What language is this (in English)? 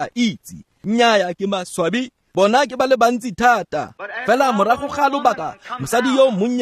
Tswana